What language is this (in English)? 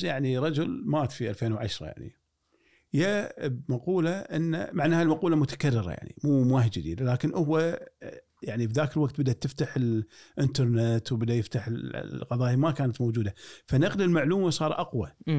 Gulf Arabic